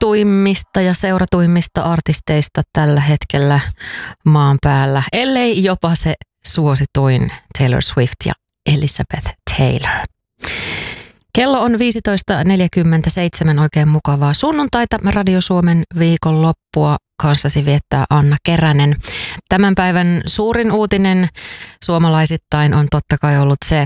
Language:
Finnish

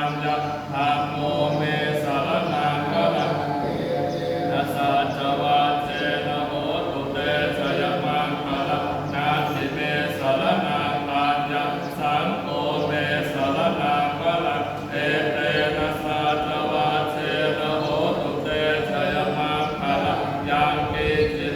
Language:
Pali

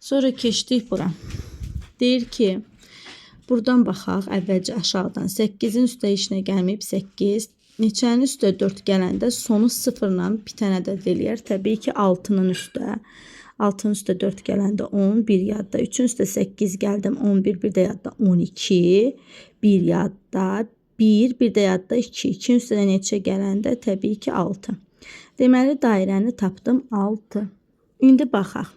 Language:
Azerbaijani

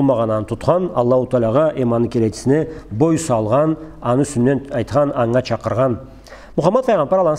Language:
Karachay-Balkar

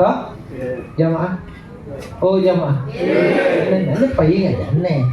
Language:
Makasar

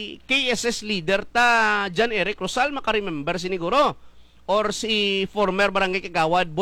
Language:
Hiligaynon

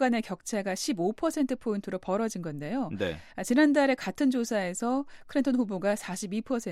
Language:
Korean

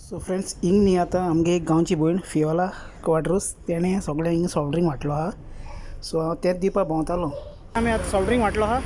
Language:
Konkani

